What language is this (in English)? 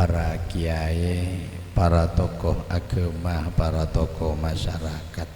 Madurese